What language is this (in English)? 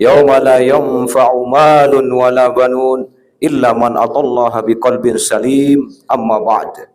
Sasak